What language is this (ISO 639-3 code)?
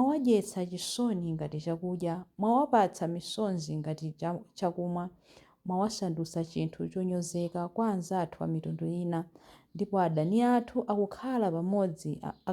nya